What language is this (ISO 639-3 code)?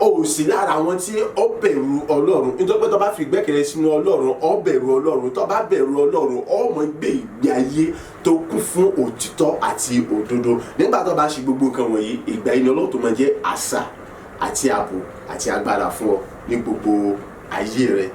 yor